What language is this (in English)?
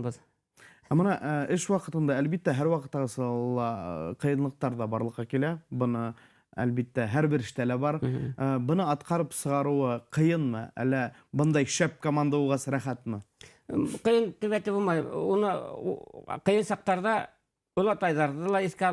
Bashkir